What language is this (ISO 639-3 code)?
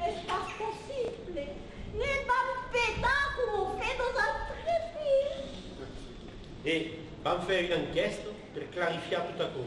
oci